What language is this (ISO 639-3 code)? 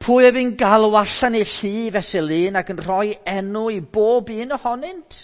cym